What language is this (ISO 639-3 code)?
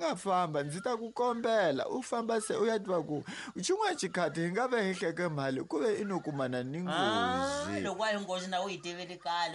tso